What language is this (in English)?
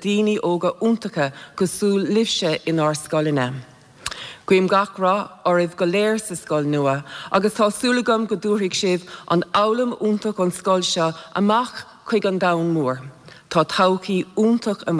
Irish